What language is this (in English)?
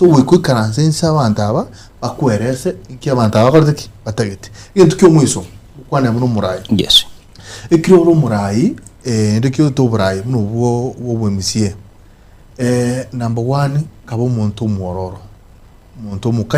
Gusii